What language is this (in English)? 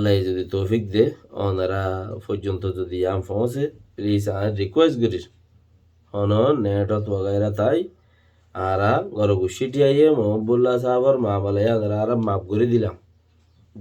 Rohingya